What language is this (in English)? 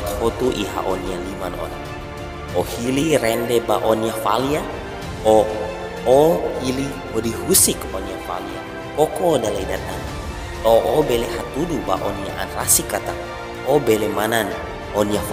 Tetum